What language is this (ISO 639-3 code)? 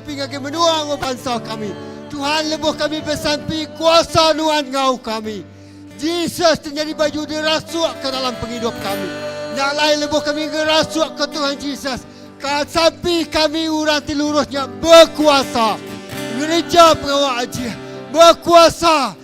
iba